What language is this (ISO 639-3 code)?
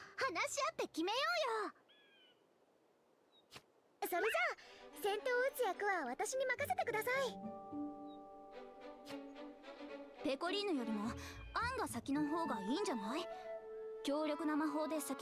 jpn